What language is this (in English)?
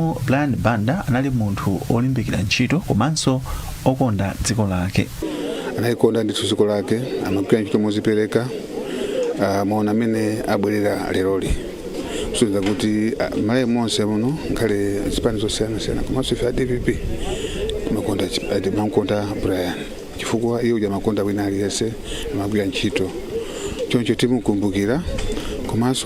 Nyanja